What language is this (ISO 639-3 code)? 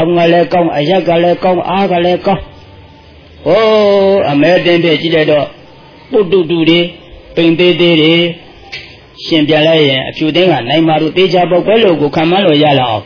mya